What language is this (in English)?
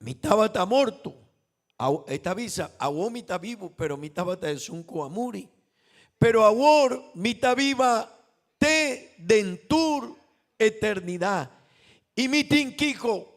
Papiamento